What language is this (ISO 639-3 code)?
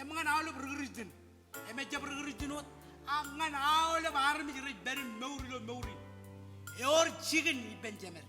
mah